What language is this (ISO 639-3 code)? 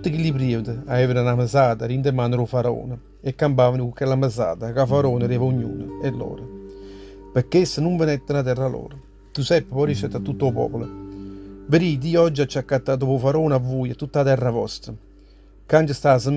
nap